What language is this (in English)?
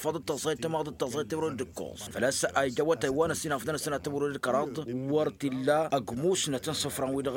Tamasheq